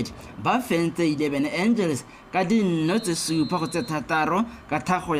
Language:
Tswana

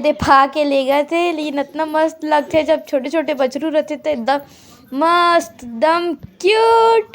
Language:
Chhattisgarhi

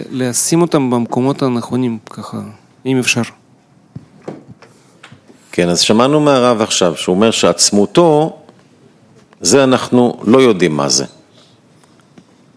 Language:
Hebrew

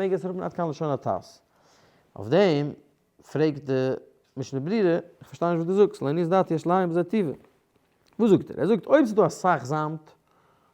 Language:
Yiddish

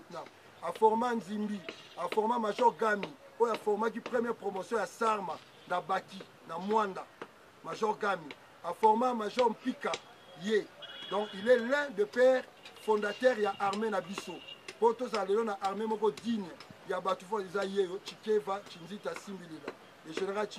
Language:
Lingala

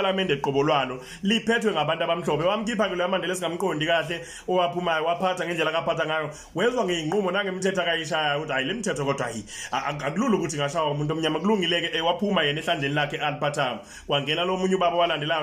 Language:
Zulu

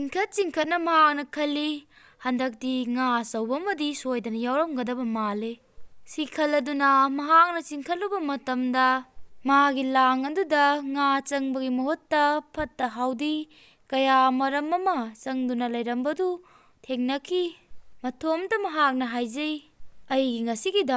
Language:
Manipuri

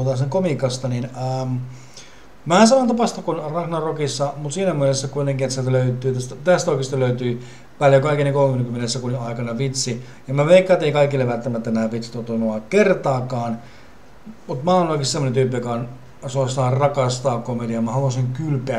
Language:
Finnish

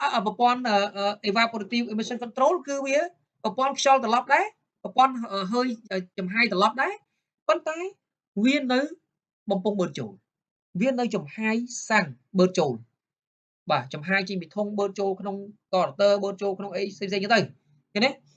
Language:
Khmer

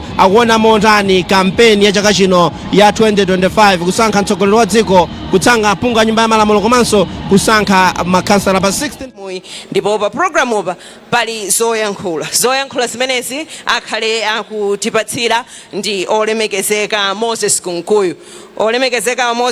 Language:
Nyanja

